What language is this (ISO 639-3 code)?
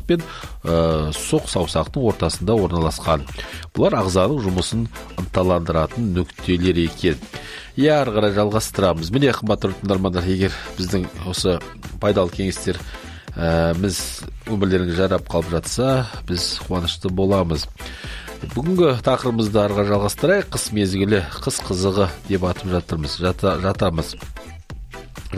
kaz